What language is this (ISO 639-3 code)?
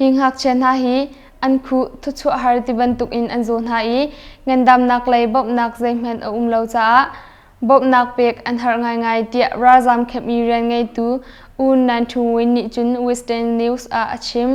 cnh